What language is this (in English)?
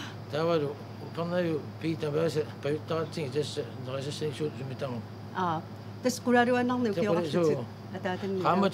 Kalaallisut